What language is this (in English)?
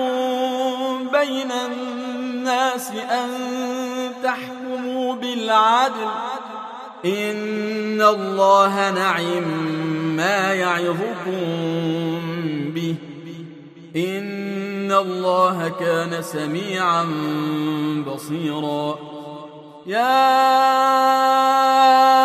Arabic